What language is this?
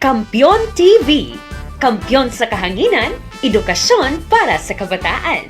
Kinaray-a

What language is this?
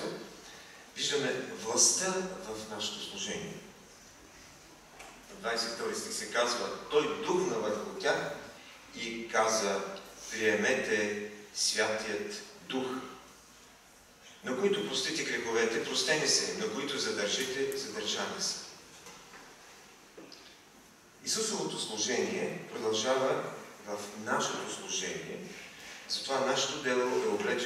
Bulgarian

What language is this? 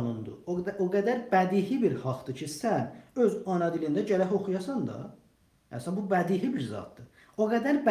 South Azerbaijani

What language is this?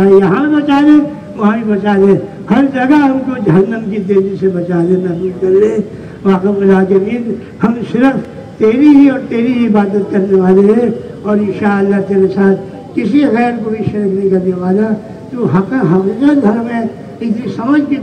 Urdu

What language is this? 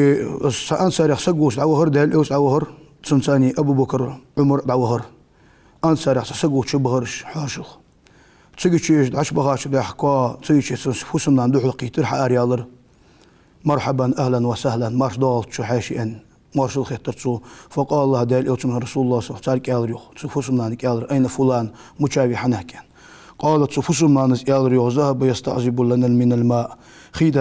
Ingush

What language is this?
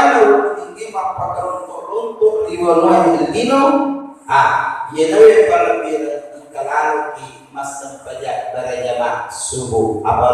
Buginese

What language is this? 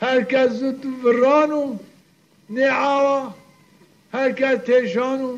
Zaza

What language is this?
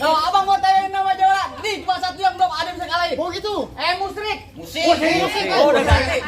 Betawi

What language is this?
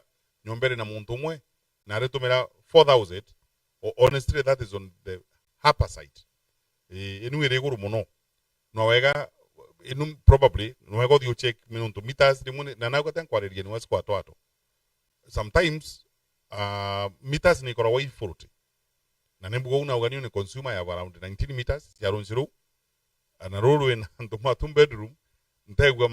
Meru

